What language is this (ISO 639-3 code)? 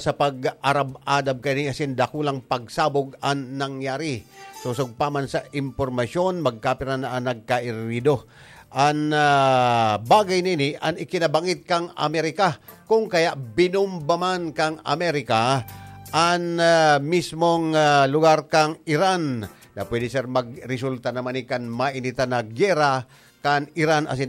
bik